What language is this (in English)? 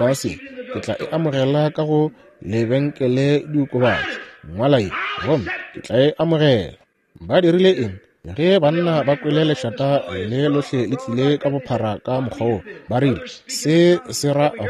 Northern Sotho